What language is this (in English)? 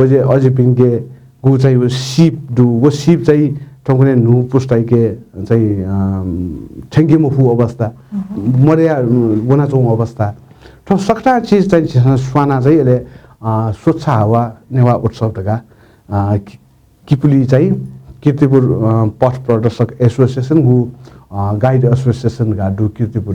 Newari